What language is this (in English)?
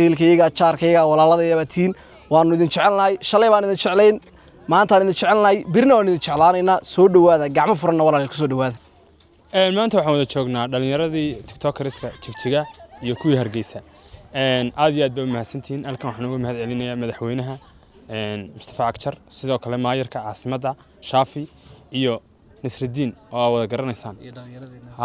Somali